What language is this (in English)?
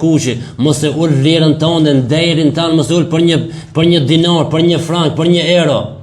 Albanian